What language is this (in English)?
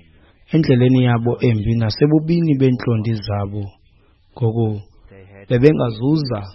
Xhosa